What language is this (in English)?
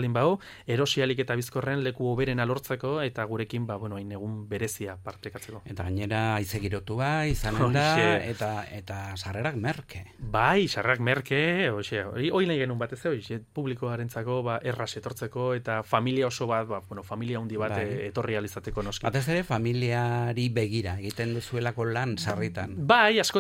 Basque